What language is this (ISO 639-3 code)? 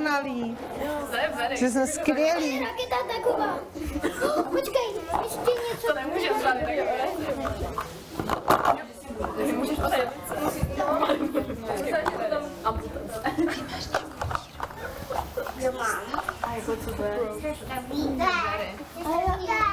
ces